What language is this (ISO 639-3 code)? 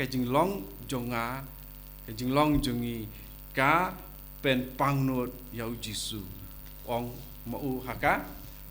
kha